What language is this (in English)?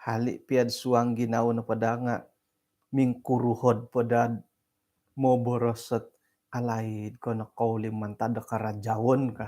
Central Dusun